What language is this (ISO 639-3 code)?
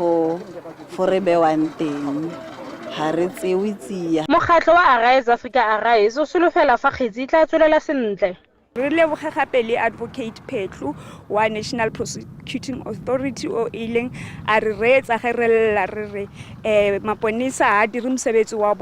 tsn